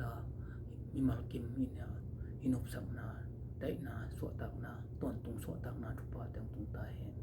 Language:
Tedim Chin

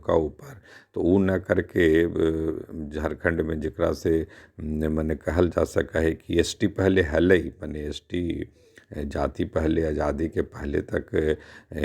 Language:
Magahi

